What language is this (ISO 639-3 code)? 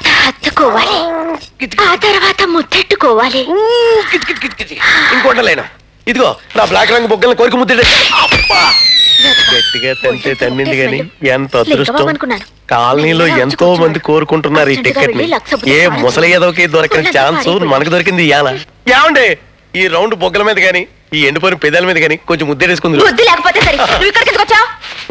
tel